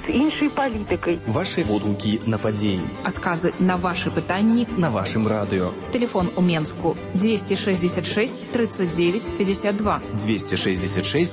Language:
Belarusian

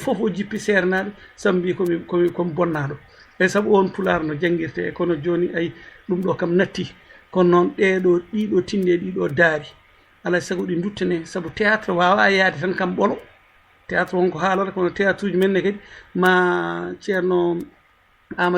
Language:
Fula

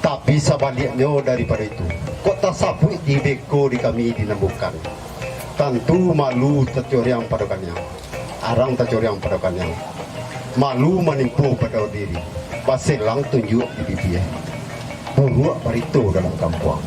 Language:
Minangkabau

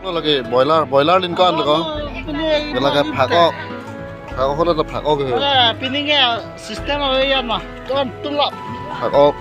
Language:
Karbi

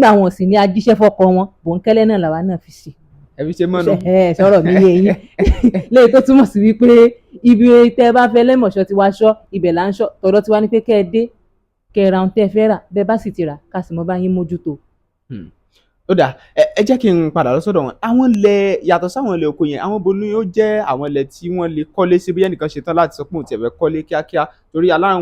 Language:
Yoruba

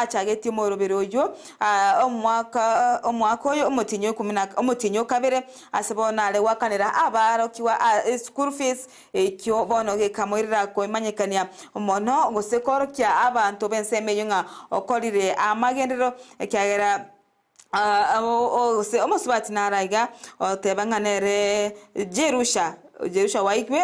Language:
Gusii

